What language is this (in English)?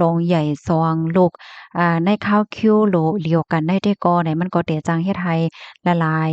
Shan